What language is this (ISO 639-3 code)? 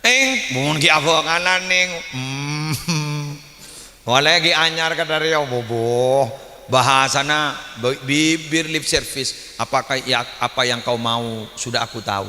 mad